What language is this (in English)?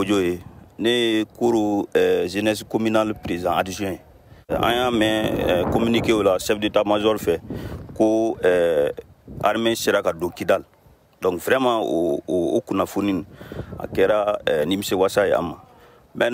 Bambara